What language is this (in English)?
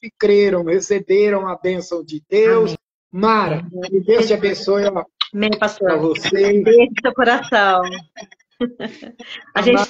Portuguese